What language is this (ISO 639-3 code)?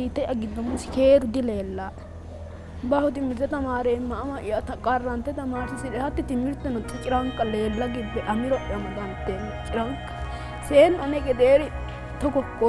sid